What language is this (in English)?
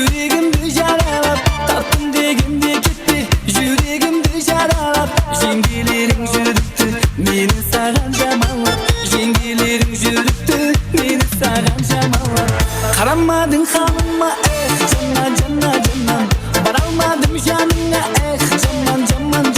Kara-Kalpak